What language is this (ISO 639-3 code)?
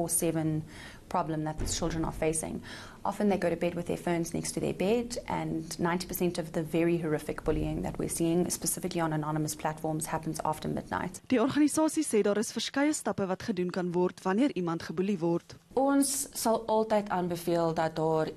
afr